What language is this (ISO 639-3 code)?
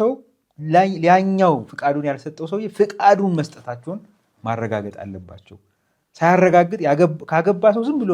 amh